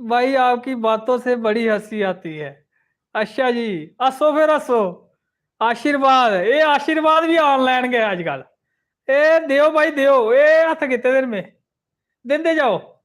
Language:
Dogri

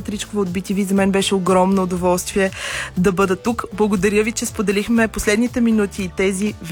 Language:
Bulgarian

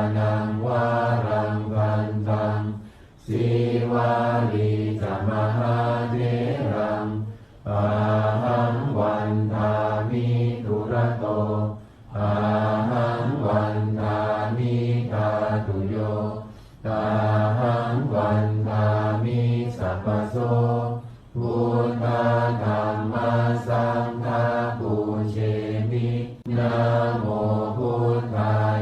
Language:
Pali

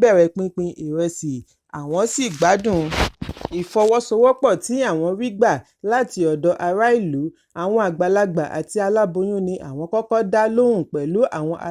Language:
Yoruba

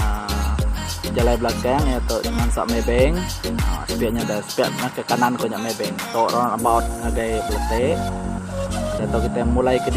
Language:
Iban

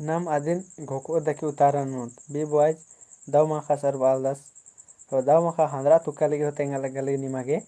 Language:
Kurukh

